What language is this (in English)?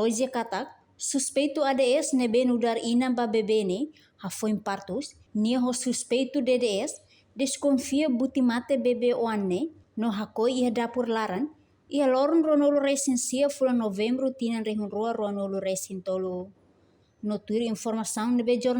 Tetum